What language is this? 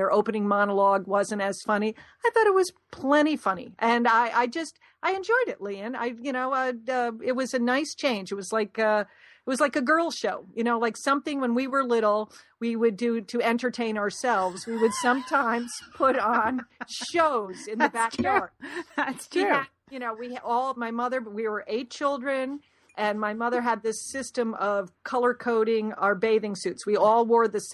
English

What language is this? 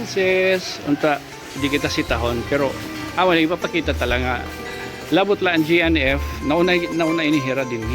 Waray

